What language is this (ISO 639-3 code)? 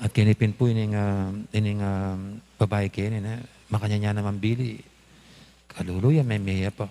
pam